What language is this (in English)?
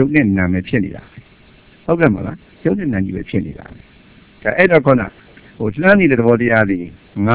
Burmese